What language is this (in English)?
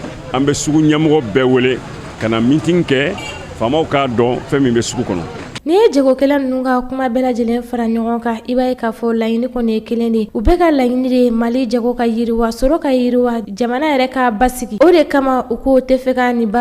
Bambara